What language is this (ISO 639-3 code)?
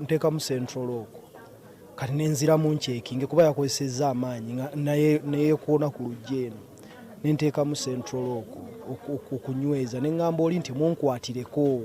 lug